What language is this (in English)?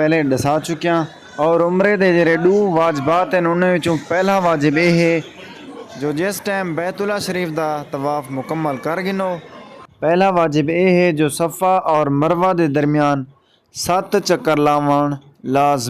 Saraiki